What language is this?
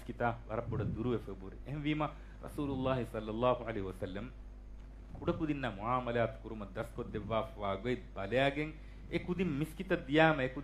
Divehi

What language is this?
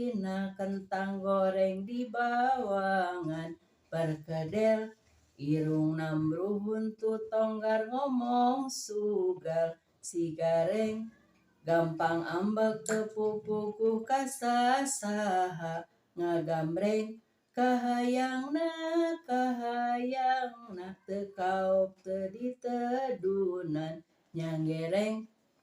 Sundanese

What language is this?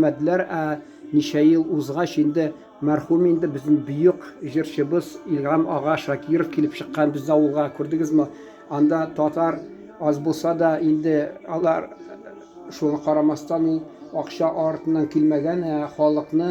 Tatar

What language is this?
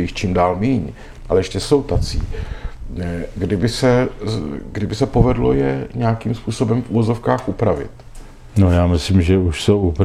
Czech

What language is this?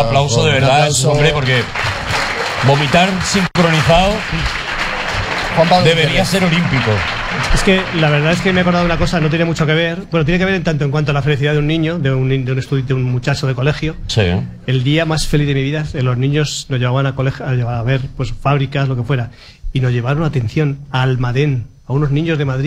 Spanish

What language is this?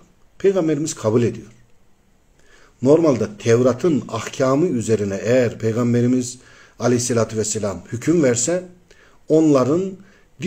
Turkish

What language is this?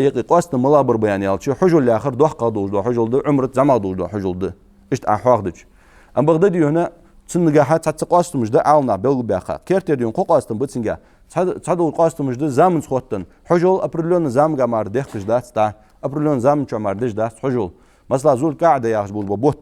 Ingush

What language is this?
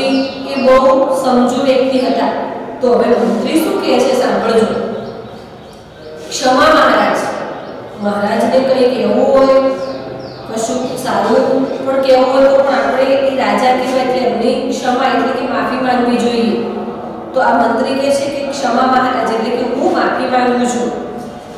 Gujarati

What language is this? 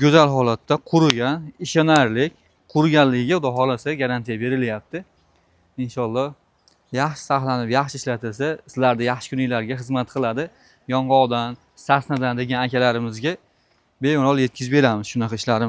Uzbek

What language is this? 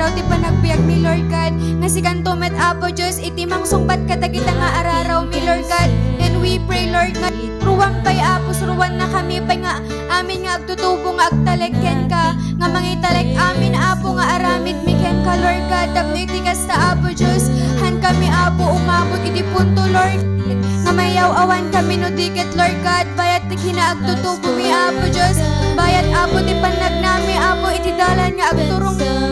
Iloko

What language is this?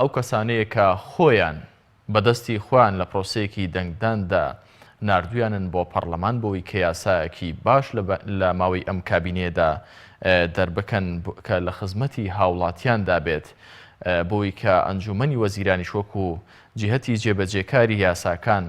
Central Kurdish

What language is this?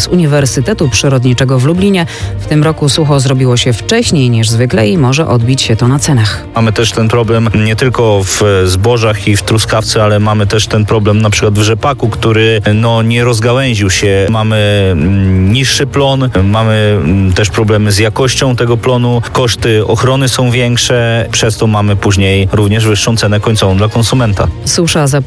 Polish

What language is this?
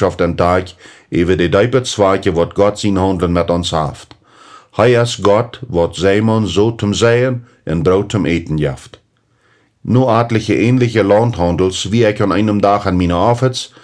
Plautdietsch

